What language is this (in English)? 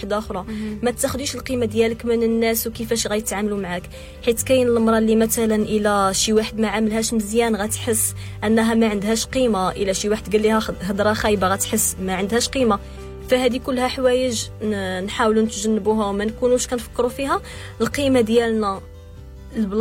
Moroccan Arabic